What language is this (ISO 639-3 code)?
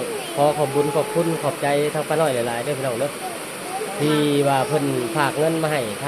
lao